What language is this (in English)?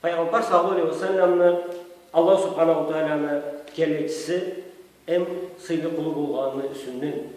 Karachay-Balkar